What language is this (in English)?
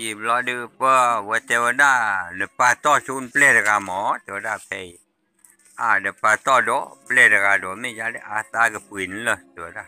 S'gaw Karen